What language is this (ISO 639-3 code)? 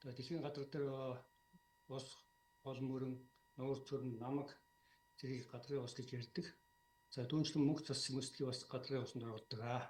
mon